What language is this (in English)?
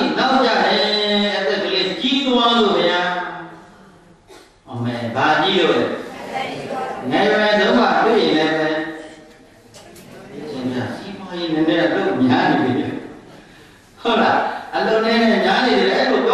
Burmese